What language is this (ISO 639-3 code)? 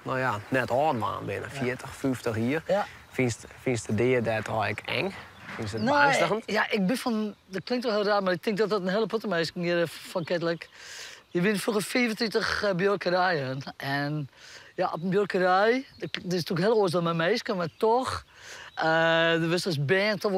fry